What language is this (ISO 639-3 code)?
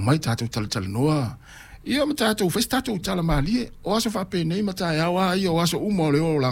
smo